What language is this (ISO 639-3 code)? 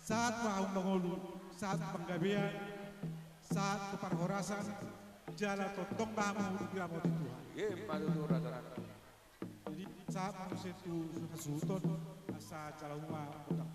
bbc